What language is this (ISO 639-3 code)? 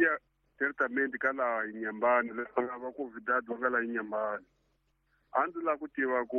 tso